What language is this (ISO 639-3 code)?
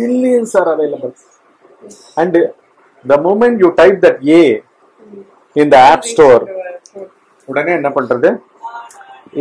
tam